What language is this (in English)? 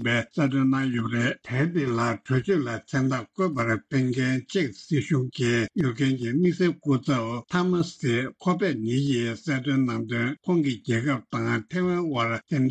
Tibetan